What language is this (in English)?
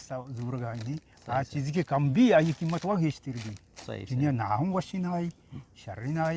Eastern Balochi